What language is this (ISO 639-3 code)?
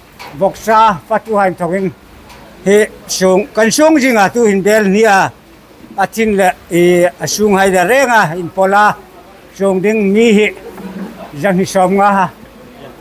hmr